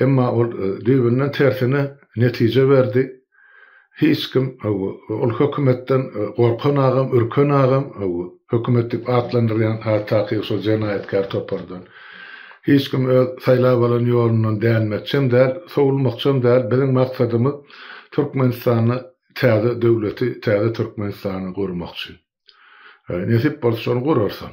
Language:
Turkmen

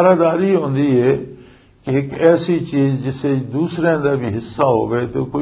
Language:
Western Panjabi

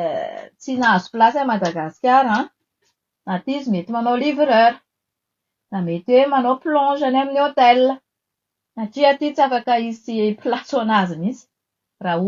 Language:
Malagasy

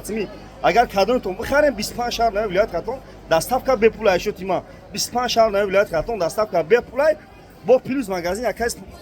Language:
Tajik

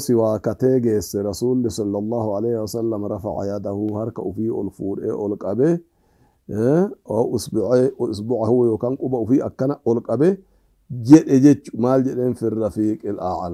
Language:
Oromo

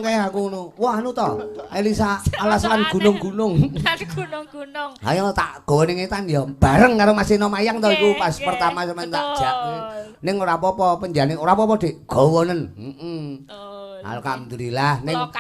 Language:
Javanese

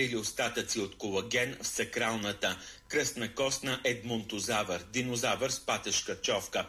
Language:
Bulgarian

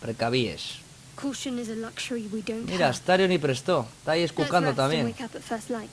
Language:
Asturian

